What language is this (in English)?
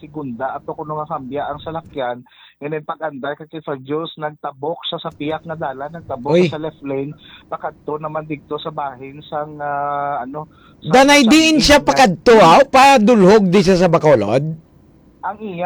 Hiligaynon